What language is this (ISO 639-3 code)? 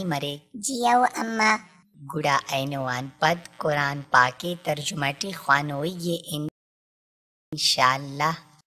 brh